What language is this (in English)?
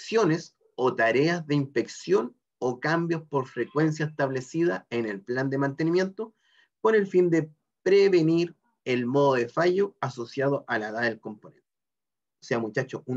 Spanish